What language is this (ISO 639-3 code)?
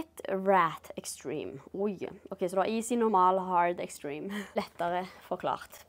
nor